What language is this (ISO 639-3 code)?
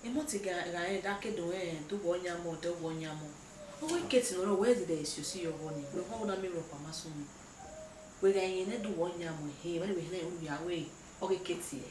bin